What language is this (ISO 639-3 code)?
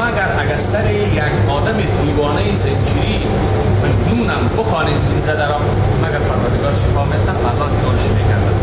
fas